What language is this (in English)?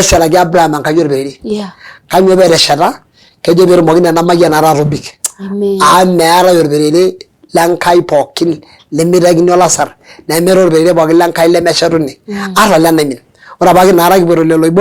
Masai